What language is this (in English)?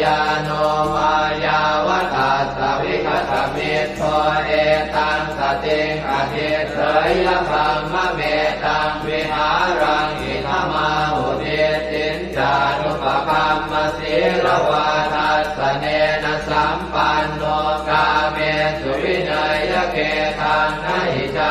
Pali